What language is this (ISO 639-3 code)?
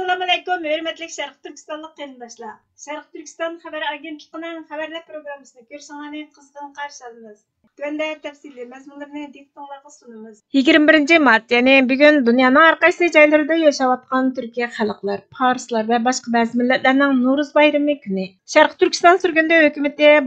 uig